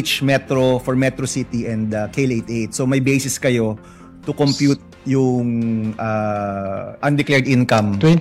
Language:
Filipino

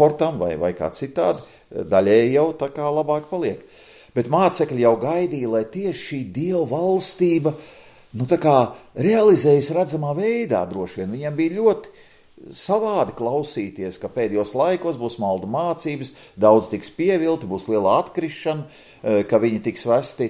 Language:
Latvian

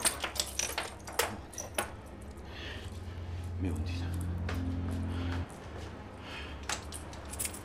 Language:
Chinese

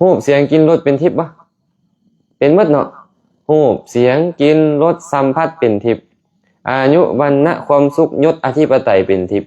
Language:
Lao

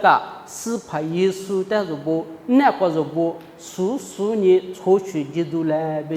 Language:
Lisu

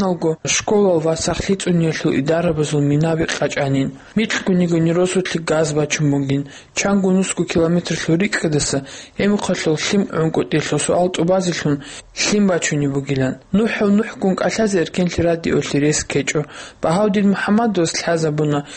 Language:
Avaric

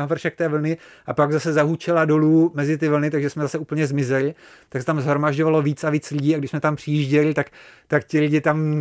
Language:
Czech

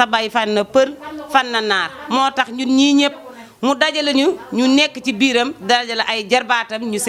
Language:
Wolof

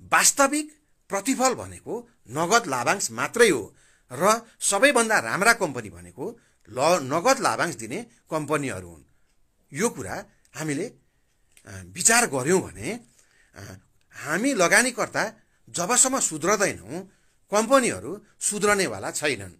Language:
Nepali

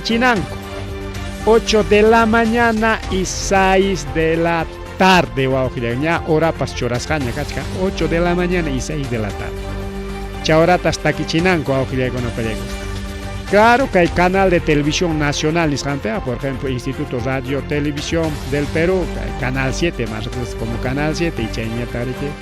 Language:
Ayacucho Quechua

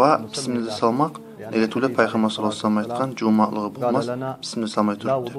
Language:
Kumyk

